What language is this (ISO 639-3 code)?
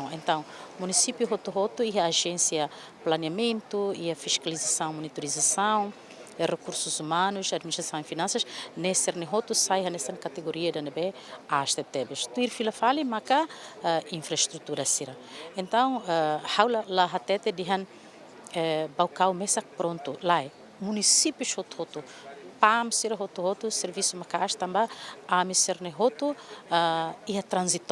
tet